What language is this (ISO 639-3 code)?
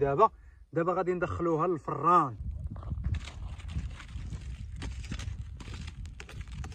ary